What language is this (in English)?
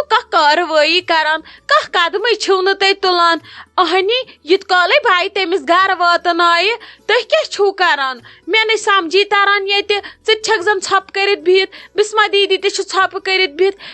Kashmiri